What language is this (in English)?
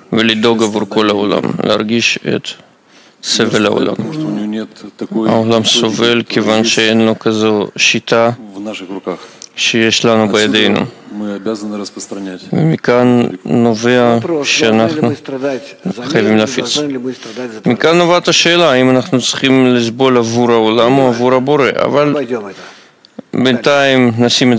Hebrew